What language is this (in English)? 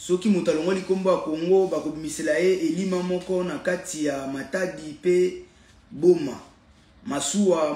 Lingala